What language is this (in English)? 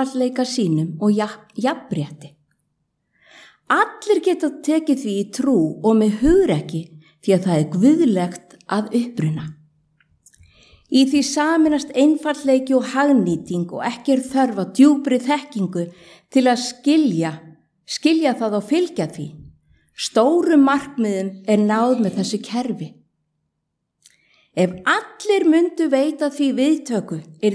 Icelandic